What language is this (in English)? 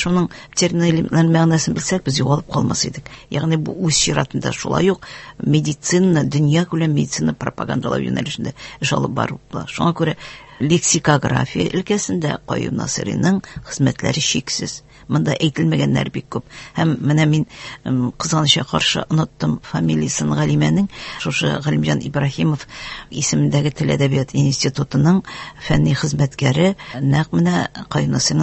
Tatar